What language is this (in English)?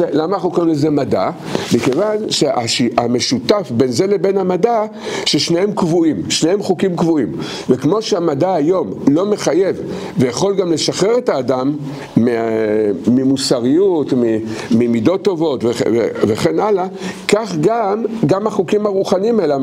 Hebrew